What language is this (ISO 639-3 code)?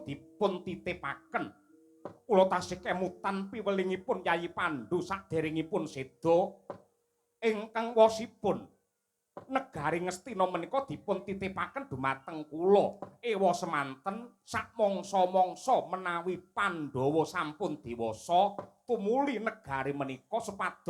jav